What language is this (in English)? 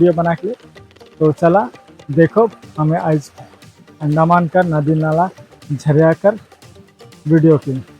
Sadri